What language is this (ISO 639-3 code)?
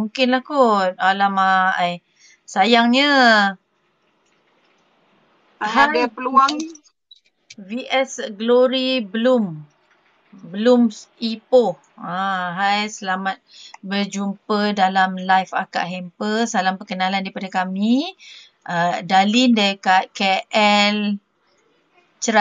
msa